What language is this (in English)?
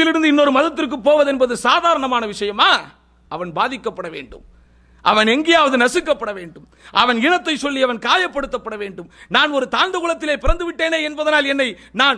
Tamil